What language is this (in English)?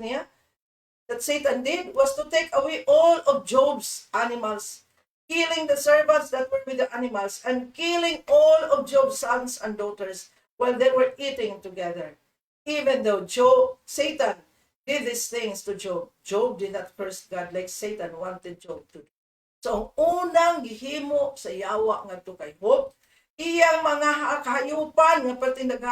Cebuano